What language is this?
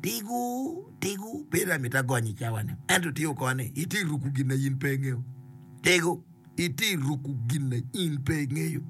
Acoli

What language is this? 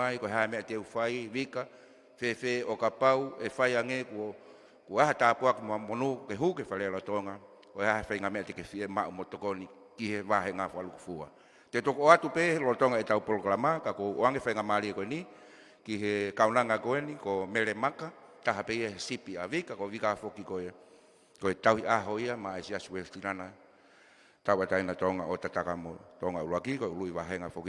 Tongan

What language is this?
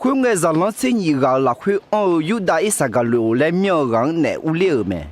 Akha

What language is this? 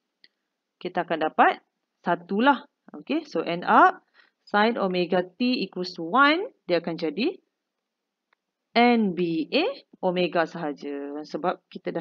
Malay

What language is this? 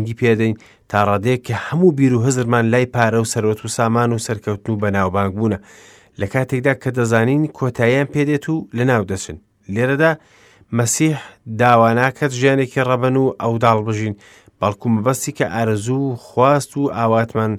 Central Kurdish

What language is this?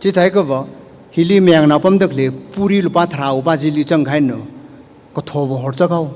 Tangkhul Naga (India)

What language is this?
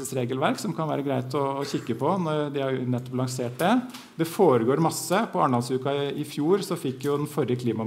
Norwegian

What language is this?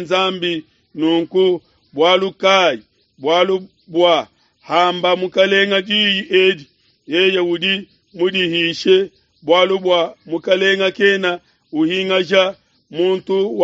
Luba-Lulua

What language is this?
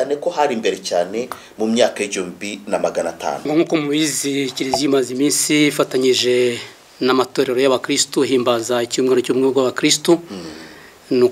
Kinyarwanda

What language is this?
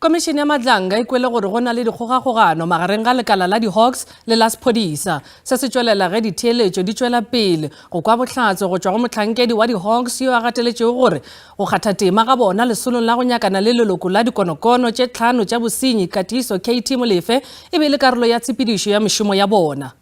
Northern Sotho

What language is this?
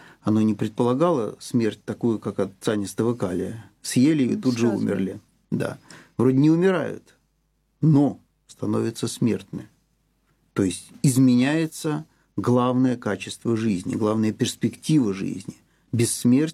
Russian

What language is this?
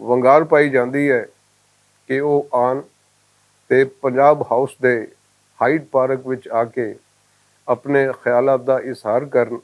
Western Panjabi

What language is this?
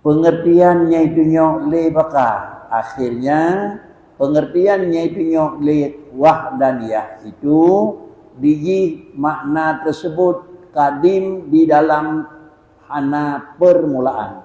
Achinese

